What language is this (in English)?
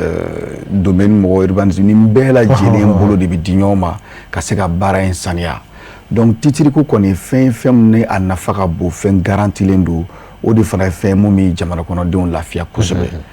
Bambara